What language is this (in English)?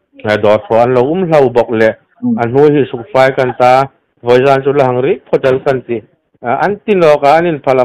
Hmar